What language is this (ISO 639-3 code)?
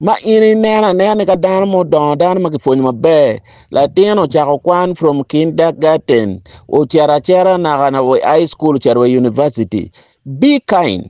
ach